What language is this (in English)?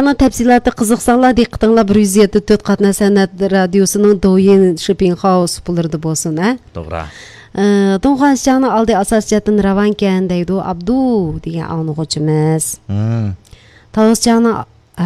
Uyghur